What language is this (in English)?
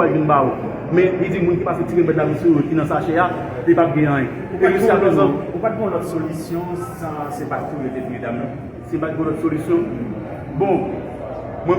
Haitian Creole